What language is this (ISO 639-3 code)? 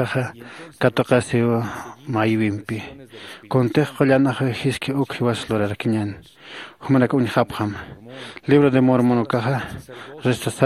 aym